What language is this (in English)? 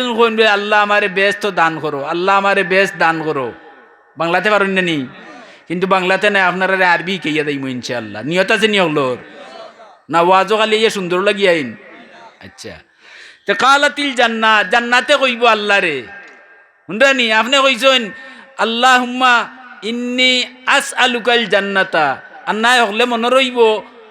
Sylheti